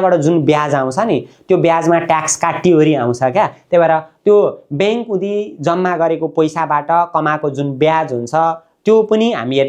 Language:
Nepali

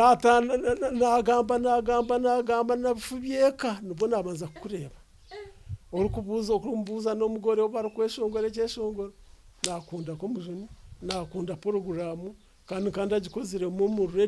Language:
Nyankole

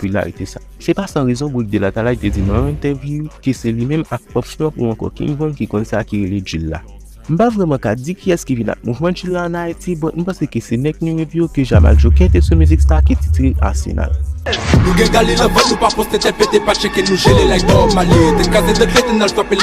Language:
Haitian Creole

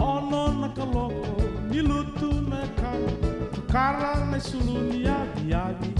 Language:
Fijian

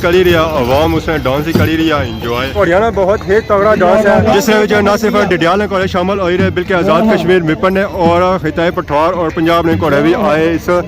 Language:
Pahari-Potwari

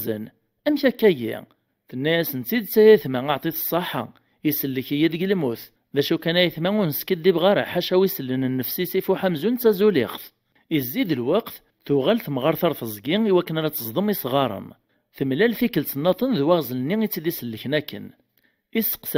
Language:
Kabyle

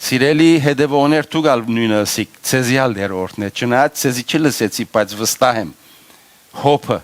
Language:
Western Armenian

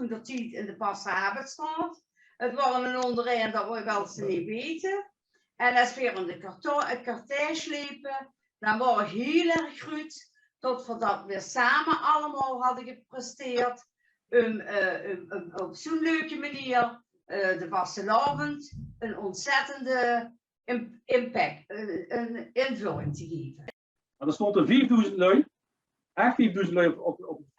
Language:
Limburgish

